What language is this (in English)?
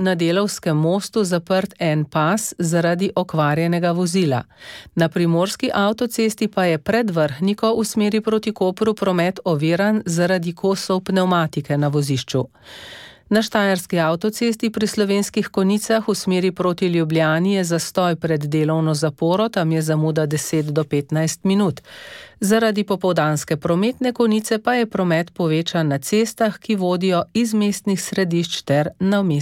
Slovenian